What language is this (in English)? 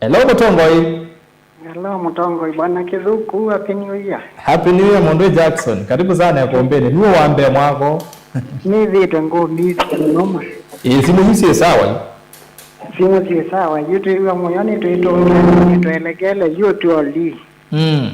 Kamba